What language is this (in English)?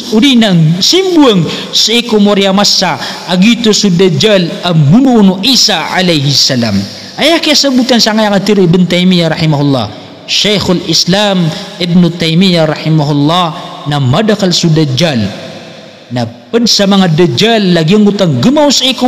Maranao